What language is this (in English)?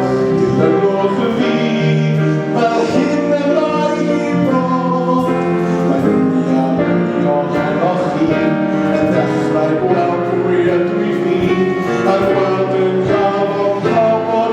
Welsh